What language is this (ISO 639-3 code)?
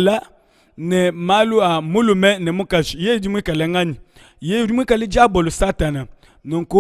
lua